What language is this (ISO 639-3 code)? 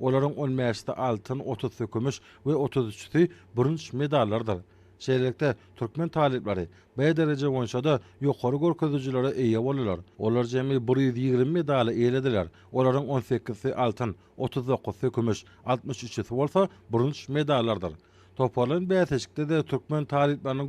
tuk